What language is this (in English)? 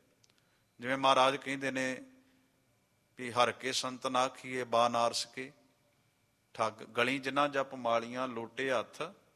Punjabi